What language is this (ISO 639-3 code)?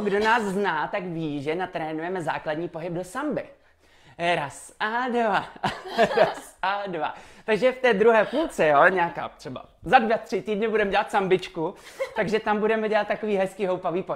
ces